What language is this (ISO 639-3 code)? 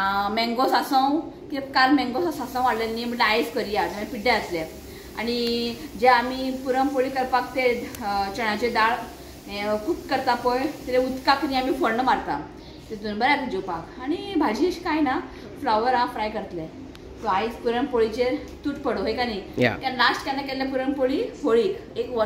kok